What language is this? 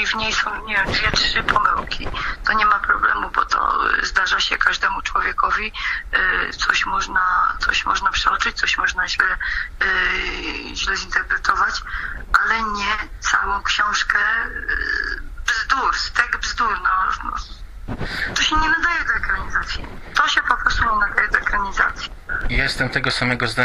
Polish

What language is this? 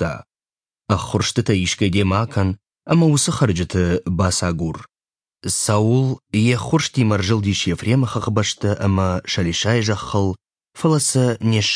Ossetic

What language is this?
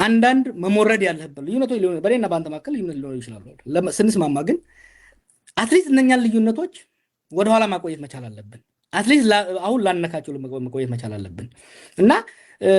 Amharic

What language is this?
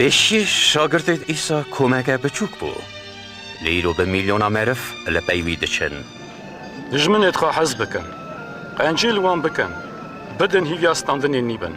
Kurdish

